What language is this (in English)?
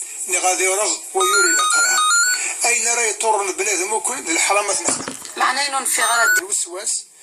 Kabyle